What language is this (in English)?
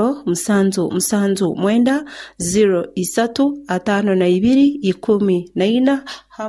Nyoro